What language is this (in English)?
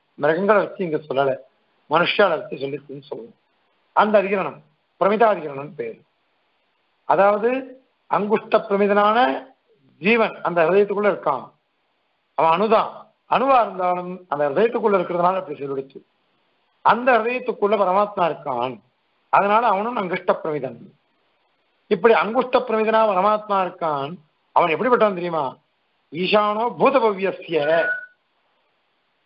Tamil